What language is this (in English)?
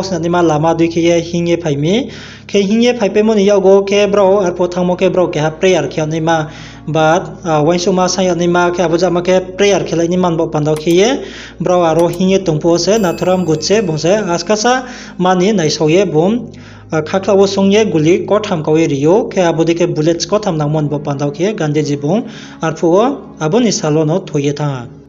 Riang (India)